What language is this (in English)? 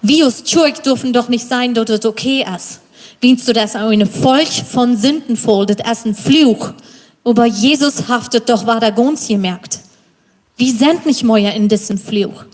Plautdietsch